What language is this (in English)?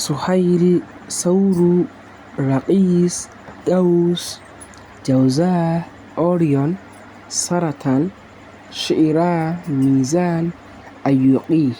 Hausa